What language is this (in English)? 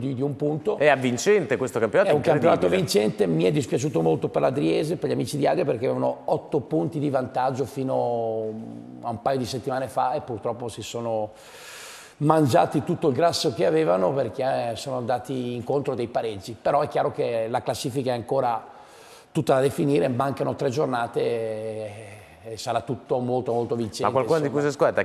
Italian